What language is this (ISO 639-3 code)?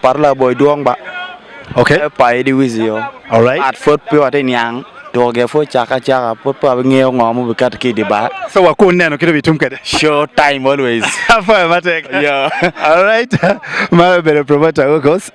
ach